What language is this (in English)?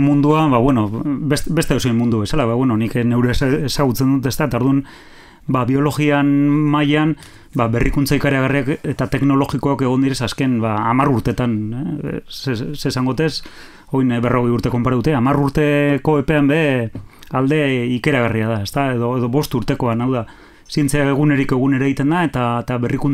Basque